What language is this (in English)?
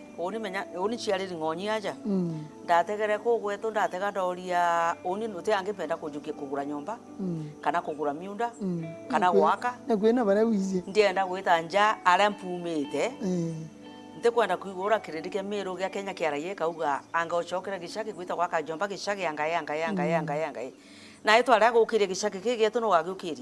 Meru